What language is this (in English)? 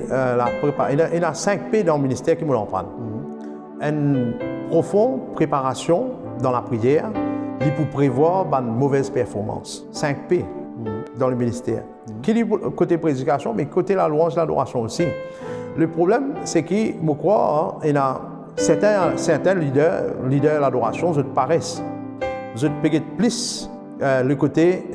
Morisyen